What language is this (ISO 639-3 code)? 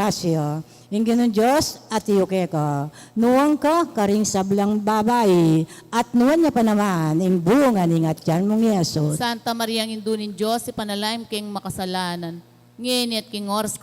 pam